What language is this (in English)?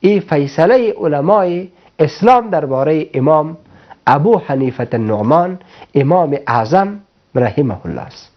Persian